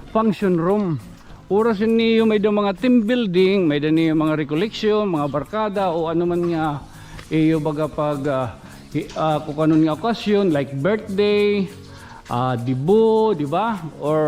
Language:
Waray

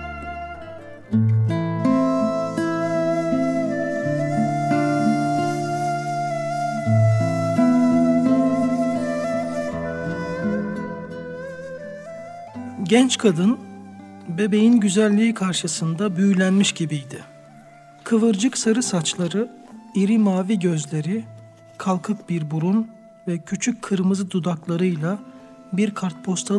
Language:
Turkish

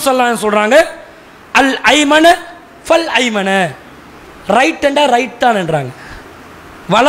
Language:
Tamil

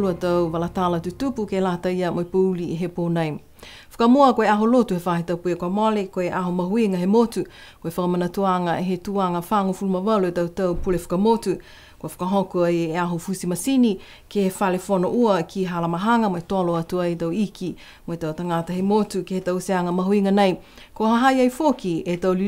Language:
Niuean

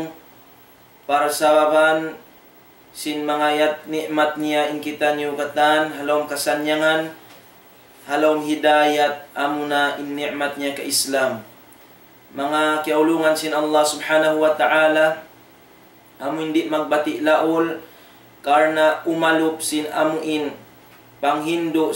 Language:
Tausug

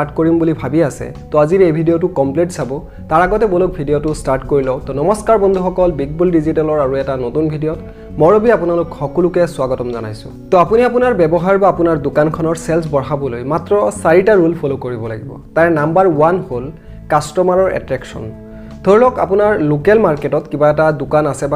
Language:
Assamese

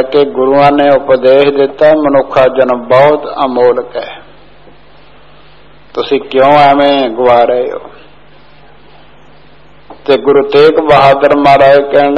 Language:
Punjabi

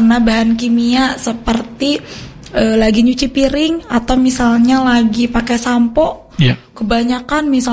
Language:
Indonesian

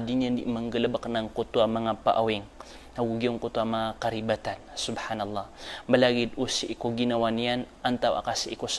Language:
Maranao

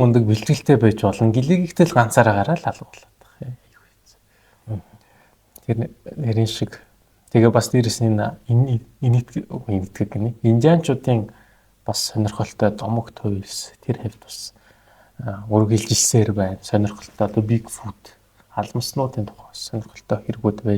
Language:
Mongolian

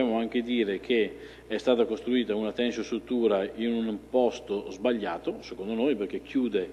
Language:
Italian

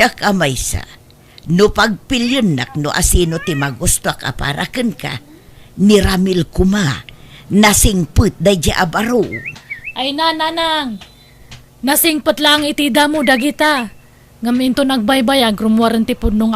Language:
Iloko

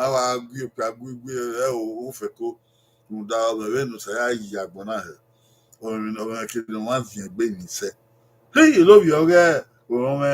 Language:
Bini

